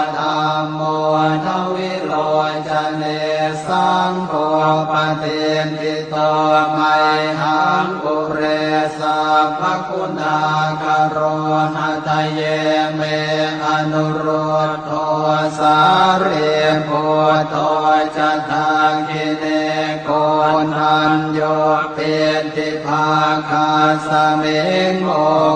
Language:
Pali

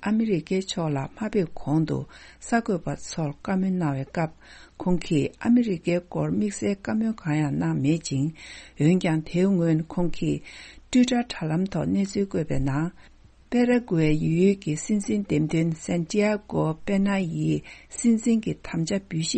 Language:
Tibetan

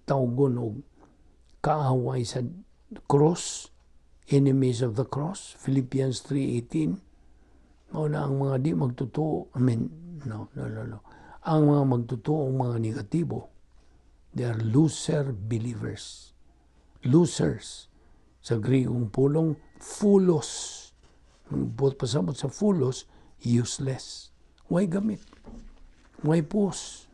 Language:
Cebuano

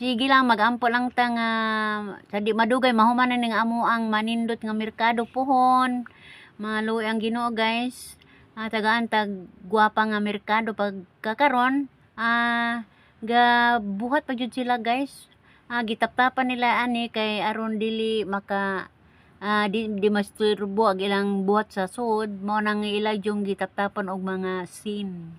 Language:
Cebuano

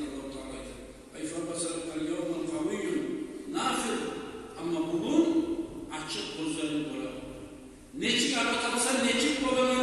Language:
Kumyk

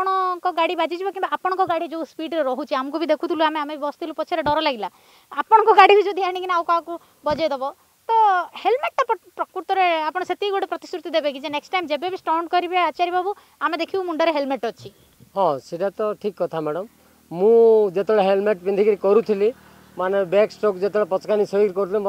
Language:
Odia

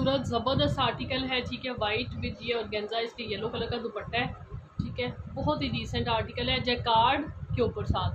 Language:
Hindi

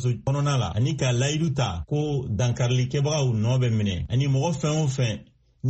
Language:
Bambara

